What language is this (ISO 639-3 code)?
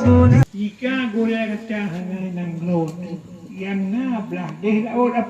ace